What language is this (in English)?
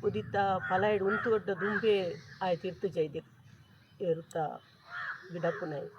Tulu